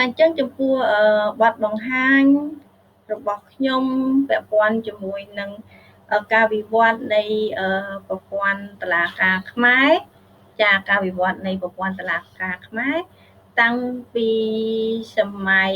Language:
Khmer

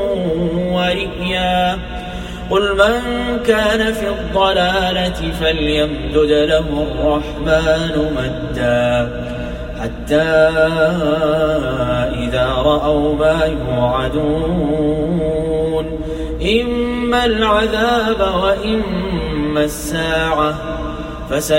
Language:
Arabic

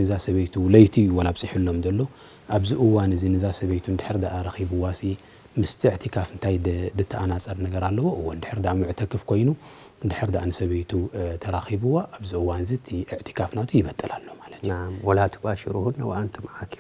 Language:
Tigrinya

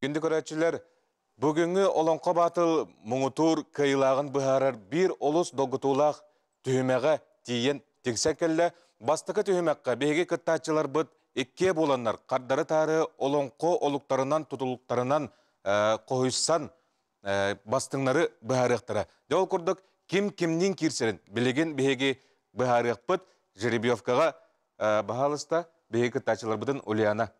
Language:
Yakut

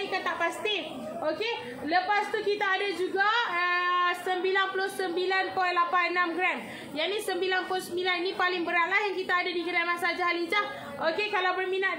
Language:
Malay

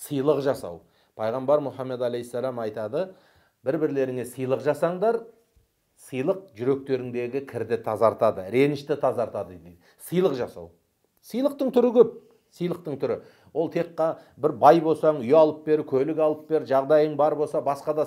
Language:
Kazakh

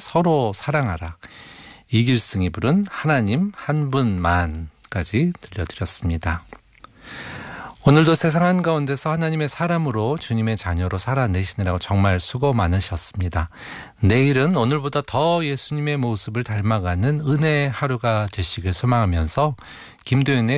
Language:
Korean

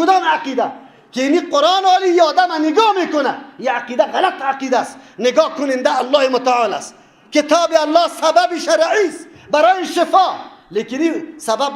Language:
Persian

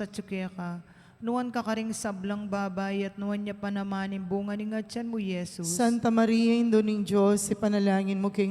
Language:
Pampanga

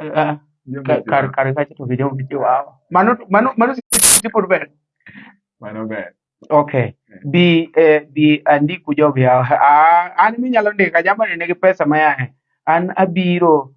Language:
Luo (Kenya and Tanzania)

